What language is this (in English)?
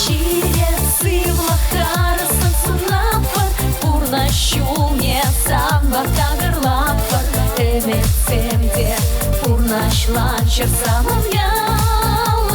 Chuvash